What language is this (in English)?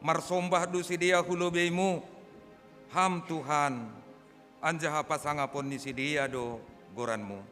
Batak Simalungun